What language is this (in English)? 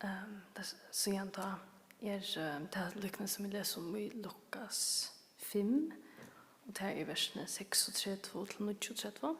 Faroese